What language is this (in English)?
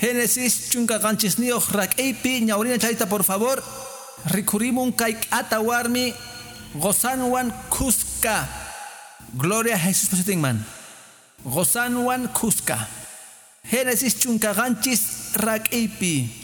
Quechua